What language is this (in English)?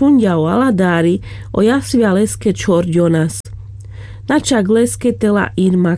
Carpathian Romani